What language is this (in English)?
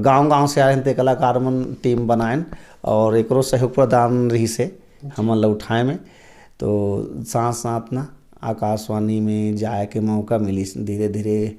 Chhattisgarhi